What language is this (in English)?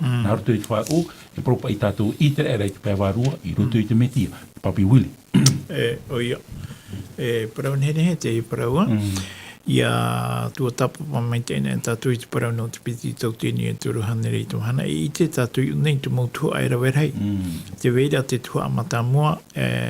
Tahitian